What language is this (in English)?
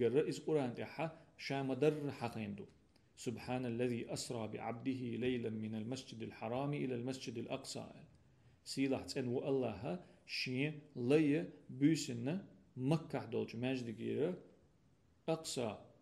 Chechen